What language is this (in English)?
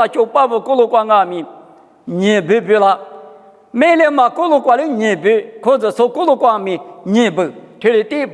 Lisu